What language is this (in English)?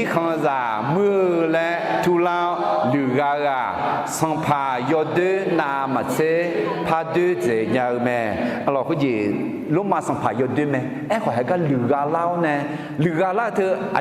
Akha